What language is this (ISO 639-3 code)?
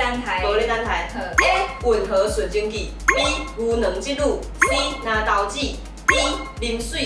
nan